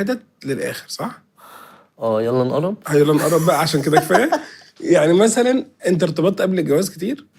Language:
Egyptian Arabic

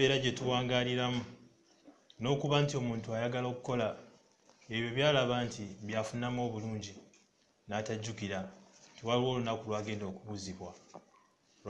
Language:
Ganda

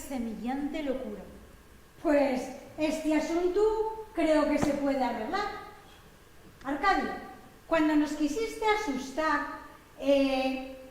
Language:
Asturian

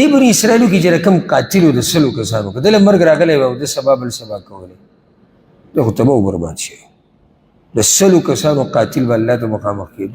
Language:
Pashto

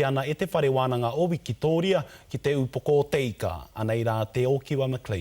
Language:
Māori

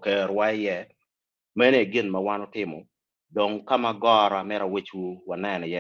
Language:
Acoli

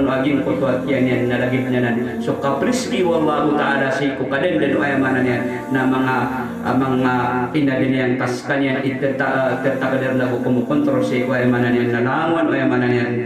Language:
Maranao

